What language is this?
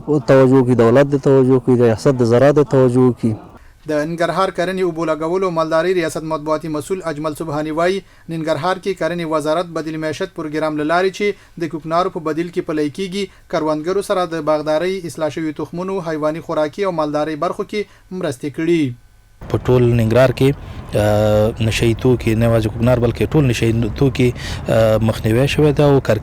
Pashto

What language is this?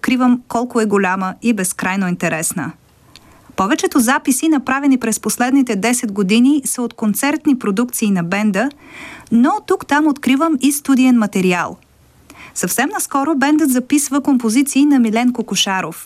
Bulgarian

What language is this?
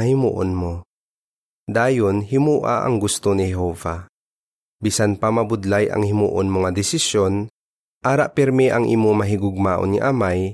Hiligaynon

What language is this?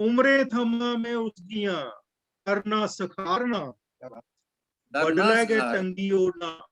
Dogri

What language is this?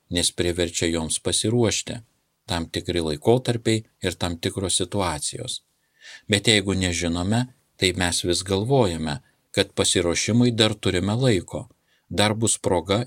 Lithuanian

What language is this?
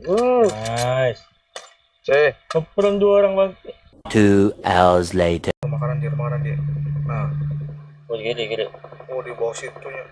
Banjar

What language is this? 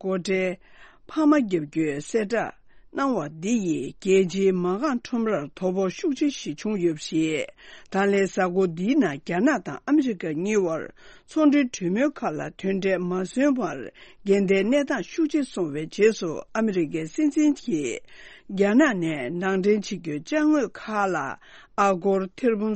Tibetan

